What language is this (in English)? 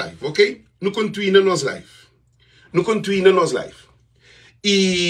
Kabuverdianu